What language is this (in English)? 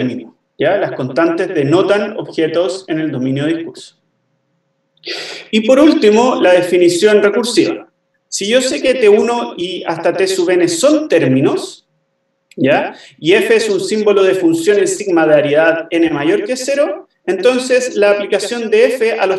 Spanish